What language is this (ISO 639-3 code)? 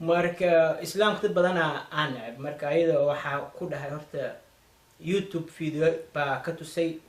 som